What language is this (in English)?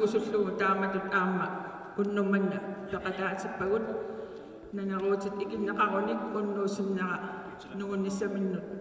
Kalaallisut